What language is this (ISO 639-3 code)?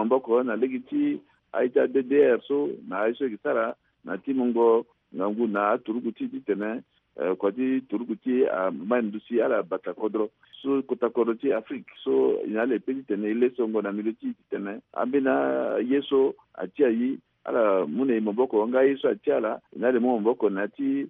sag